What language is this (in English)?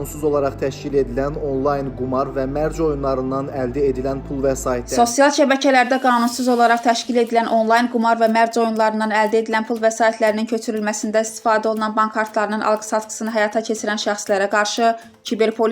Azerbaijani